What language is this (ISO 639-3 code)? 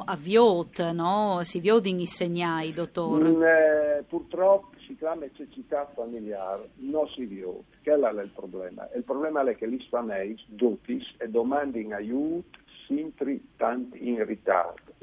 fur